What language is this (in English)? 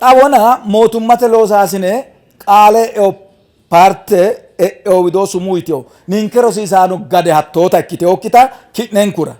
Sidamo